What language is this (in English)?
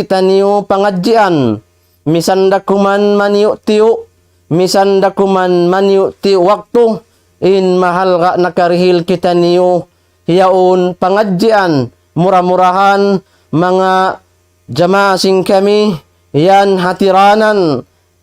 Tausug